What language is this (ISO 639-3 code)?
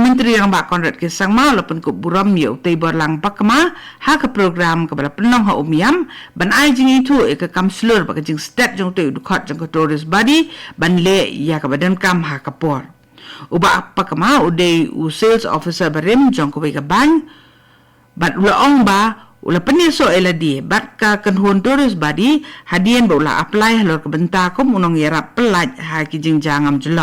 kha